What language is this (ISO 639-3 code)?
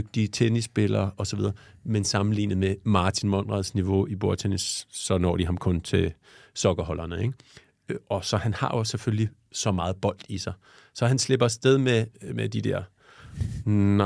dan